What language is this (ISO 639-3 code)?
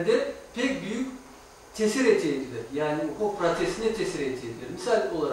crh